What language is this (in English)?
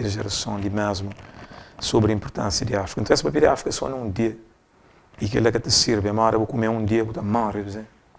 Kabuverdianu